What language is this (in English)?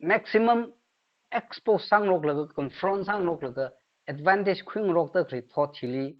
Tangkhul Naga (India)